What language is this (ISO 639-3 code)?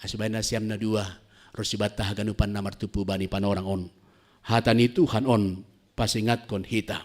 bts